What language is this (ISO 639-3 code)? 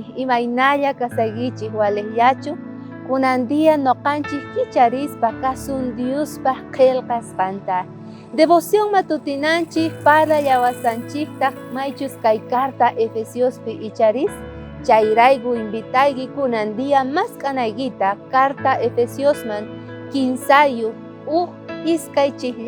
quh